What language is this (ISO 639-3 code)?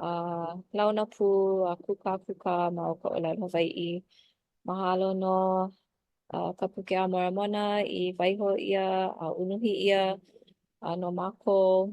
haw